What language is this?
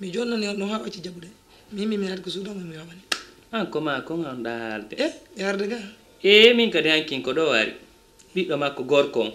Fula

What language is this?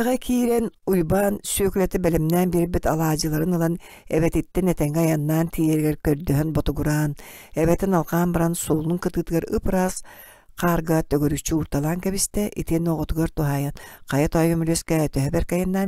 Yakut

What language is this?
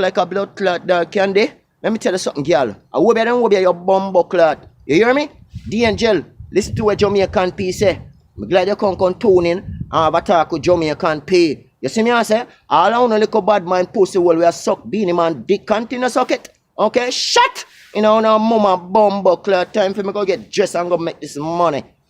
Jamaican Creole English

